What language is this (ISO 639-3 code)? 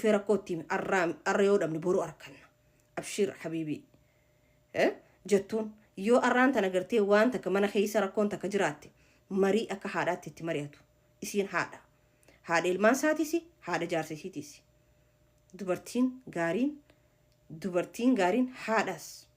orm